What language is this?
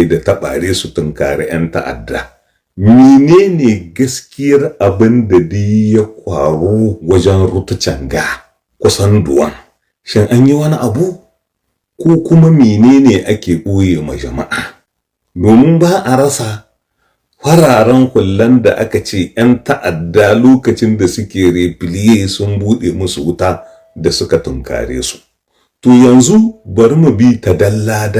Hausa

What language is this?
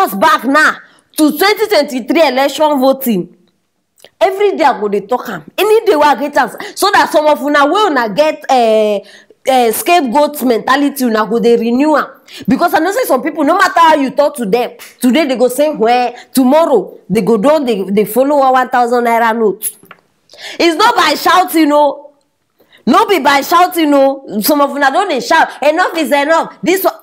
Nigerian Pidgin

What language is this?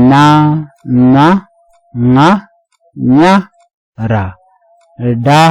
Nuer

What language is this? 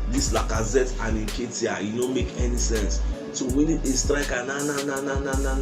Nigerian Pidgin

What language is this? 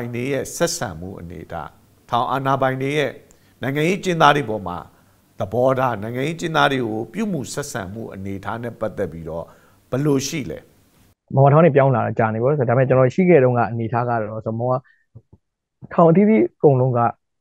Burmese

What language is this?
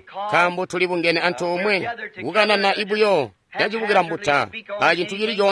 Tonga (Zambia)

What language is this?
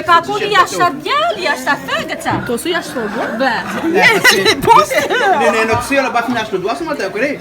Réunion Creole French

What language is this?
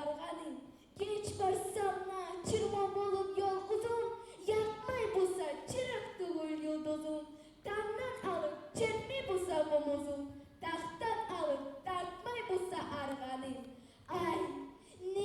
Kumyk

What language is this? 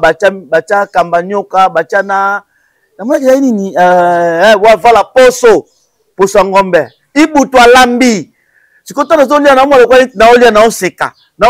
Lingala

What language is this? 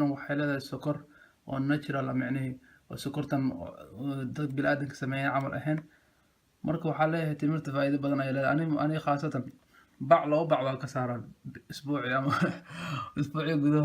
Somali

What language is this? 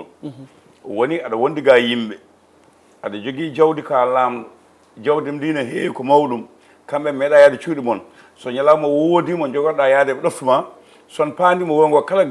Fula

